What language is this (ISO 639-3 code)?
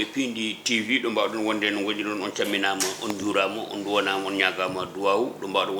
ful